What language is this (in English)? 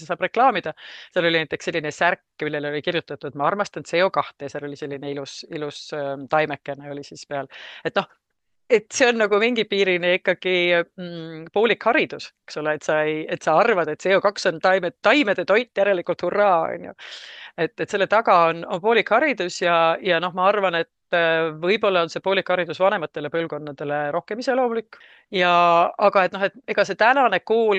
Estonian